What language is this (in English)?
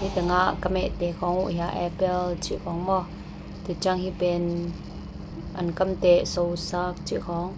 Tedim Chin